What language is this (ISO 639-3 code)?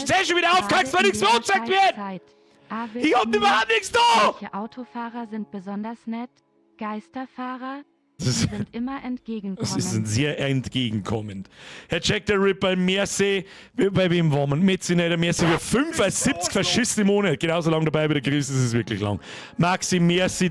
bar